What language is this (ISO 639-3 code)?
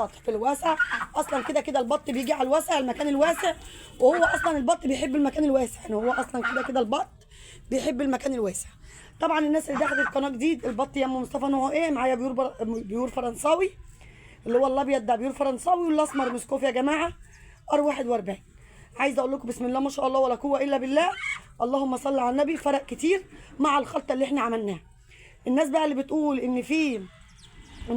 arz